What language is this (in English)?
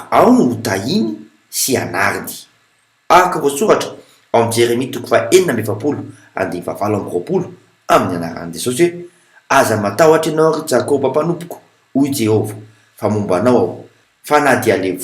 Malagasy